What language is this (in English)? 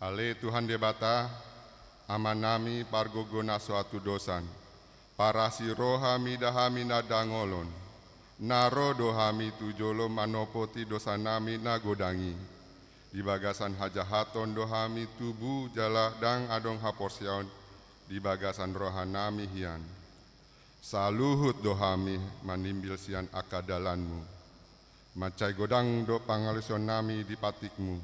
Batak Toba